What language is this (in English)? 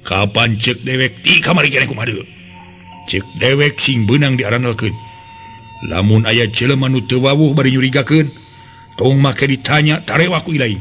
Sundanese